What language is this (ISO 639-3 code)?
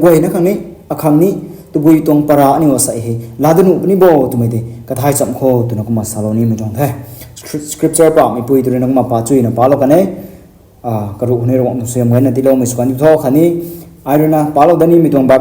nbu